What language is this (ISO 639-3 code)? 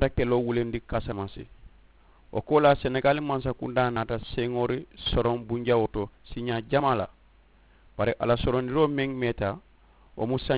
man